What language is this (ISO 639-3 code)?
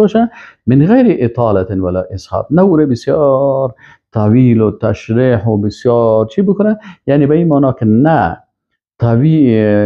fas